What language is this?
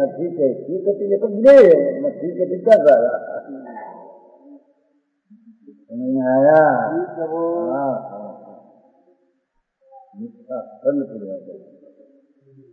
Hindi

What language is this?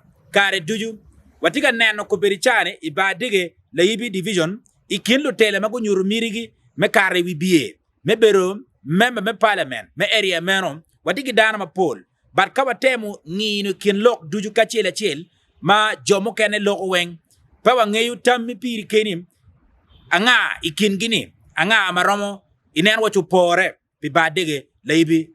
Acoli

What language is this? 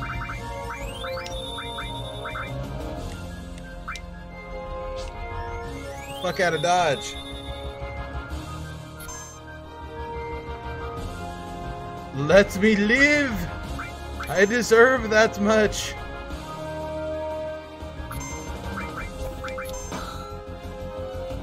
English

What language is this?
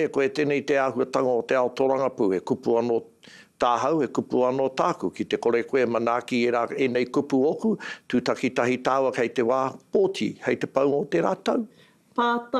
Māori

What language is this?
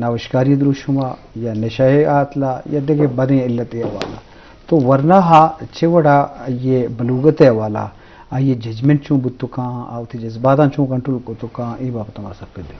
Eastern Balochi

